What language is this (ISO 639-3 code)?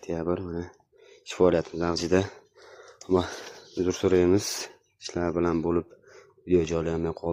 uzb